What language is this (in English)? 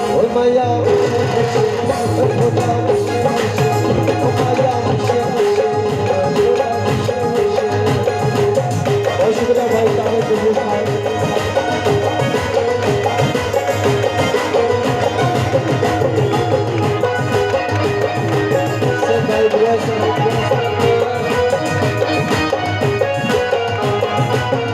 Saraiki